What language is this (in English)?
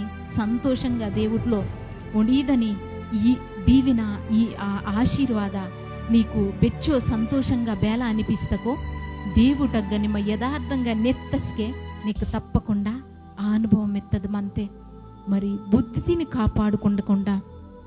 Koya